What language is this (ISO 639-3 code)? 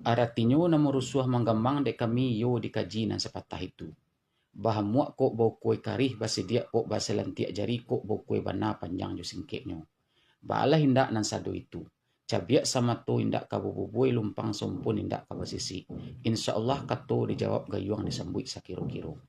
min